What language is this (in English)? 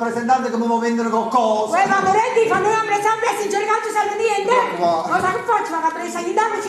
Neapolitan